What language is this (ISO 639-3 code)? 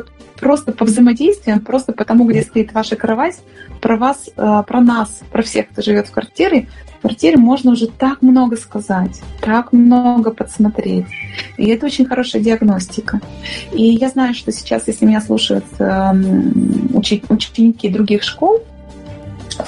rus